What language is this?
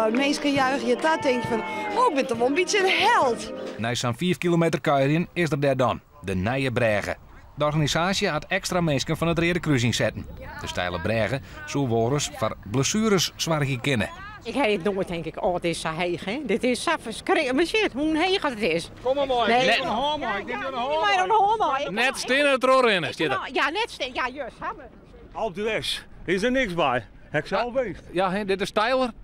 Western Frisian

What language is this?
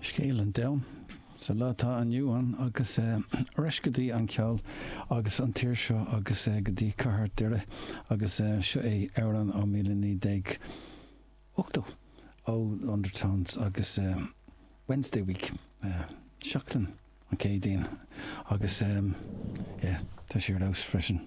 Irish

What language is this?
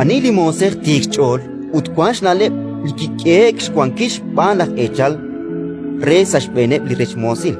Kekchí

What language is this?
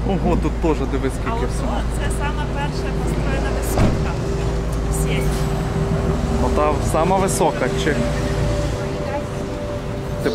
Ukrainian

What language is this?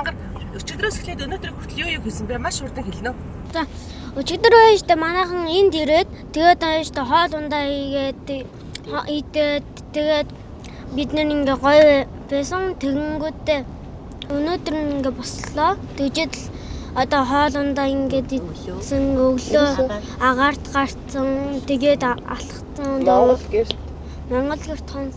Mongolian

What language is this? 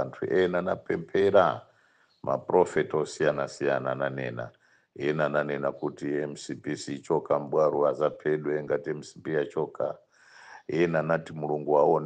Nyanja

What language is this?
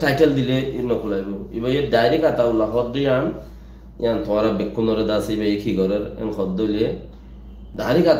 Rohingya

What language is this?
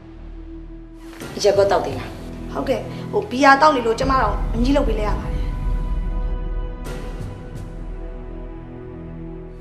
Burmese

